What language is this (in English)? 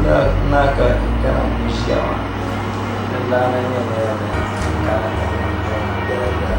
Dagbani